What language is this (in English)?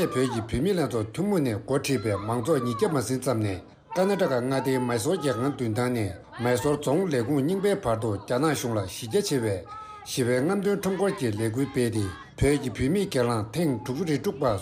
Tibetan